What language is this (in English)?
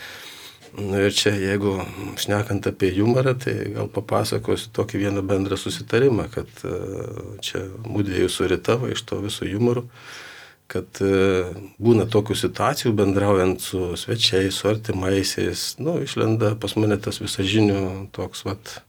Lithuanian